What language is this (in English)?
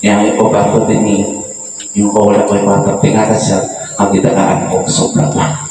Cebuano